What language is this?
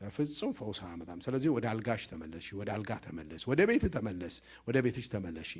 Amharic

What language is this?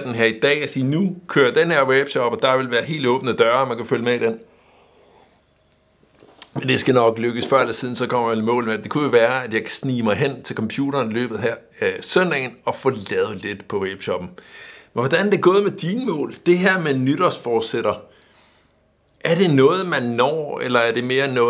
Danish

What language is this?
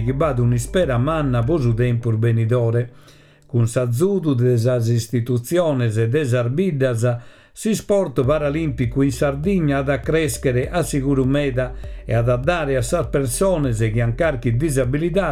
Sardinian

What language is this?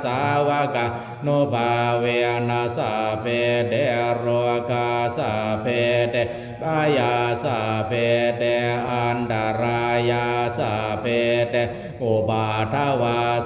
Pali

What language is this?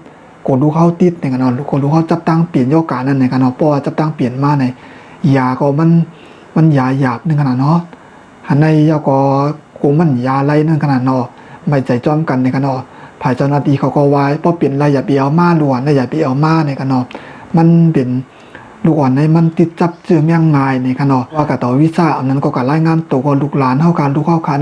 Shan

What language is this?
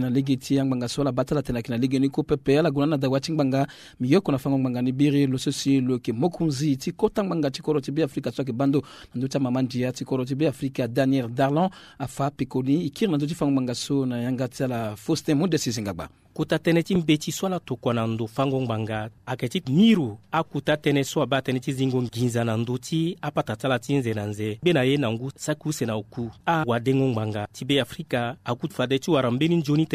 Sango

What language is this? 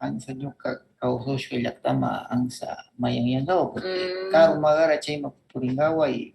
Northern Pastaza Quichua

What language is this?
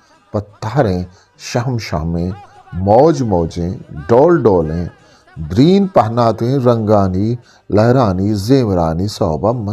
Eastern Balochi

